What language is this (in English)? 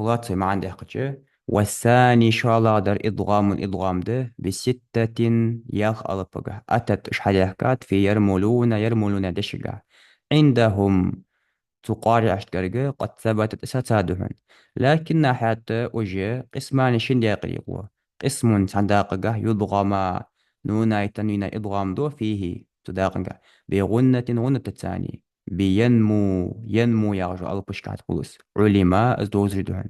Ingush